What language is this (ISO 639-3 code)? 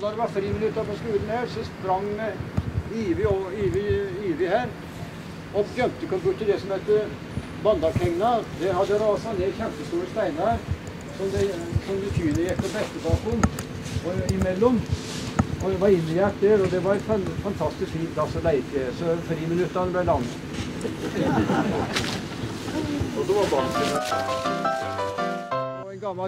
nor